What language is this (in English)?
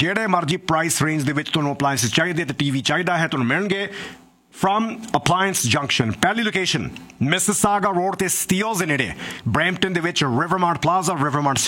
Punjabi